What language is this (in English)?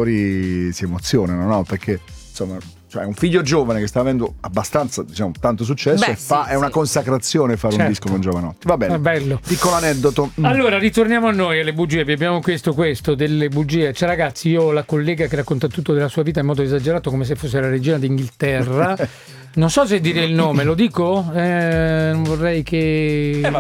Italian